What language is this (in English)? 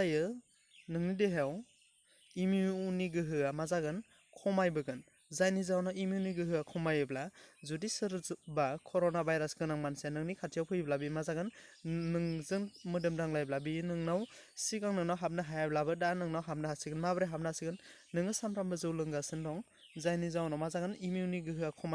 Bodo